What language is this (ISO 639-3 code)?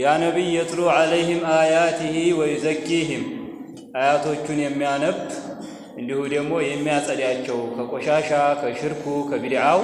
amh